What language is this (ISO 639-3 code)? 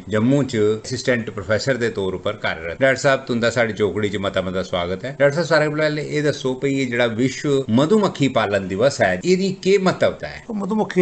doi